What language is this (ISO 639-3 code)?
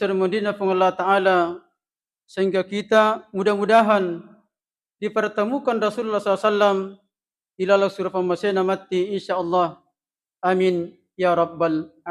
bug